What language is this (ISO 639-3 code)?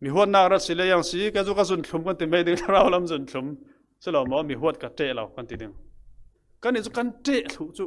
cfm